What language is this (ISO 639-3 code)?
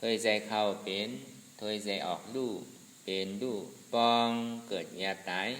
shn